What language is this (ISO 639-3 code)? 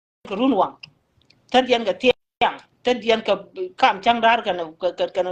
nus